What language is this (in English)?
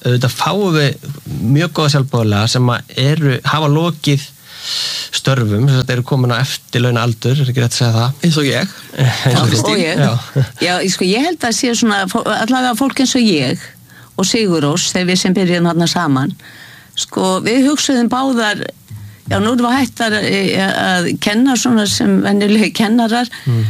Icelandic